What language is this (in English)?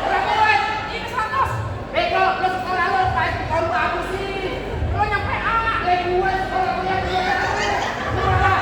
Betawi